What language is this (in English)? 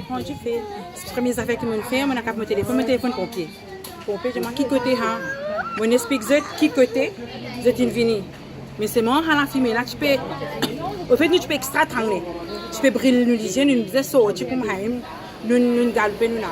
Morisyen